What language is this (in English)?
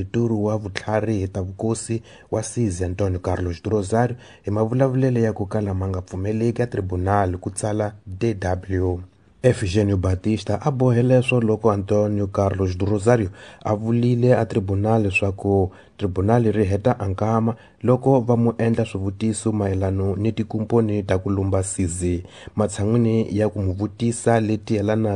Tsonga